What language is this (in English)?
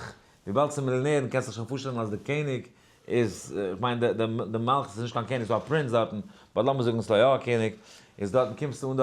Yiddish